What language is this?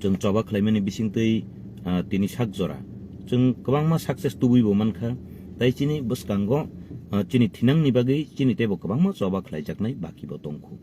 Kok Borok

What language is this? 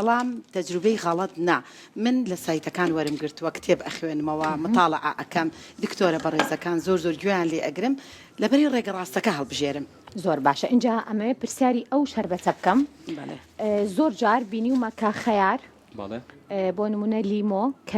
Central Kurdish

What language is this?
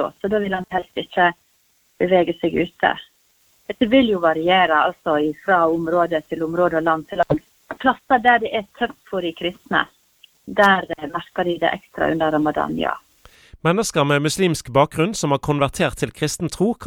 Norwegian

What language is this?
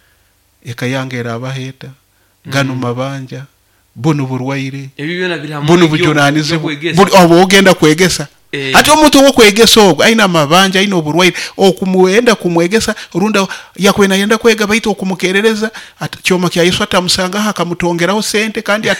Nyoro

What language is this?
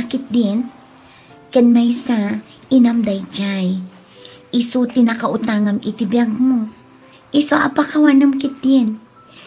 Iloko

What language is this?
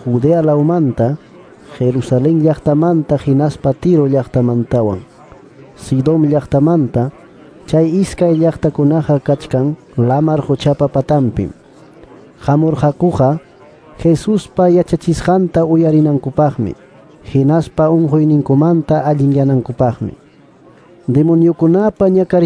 Quechua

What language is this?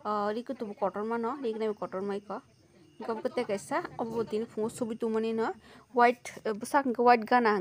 Kok Borok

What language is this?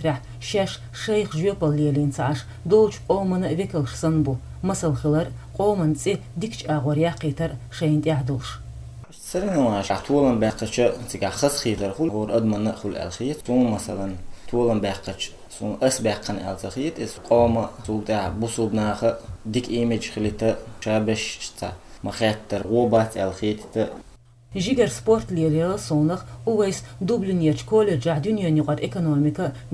Chechen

